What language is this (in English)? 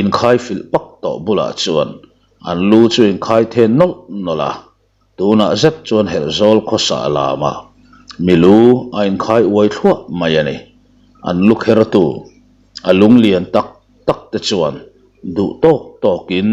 Mizo